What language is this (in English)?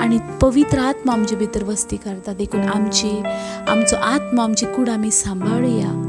Konkani